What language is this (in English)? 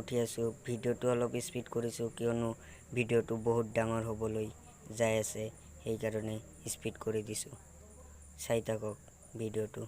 Assamese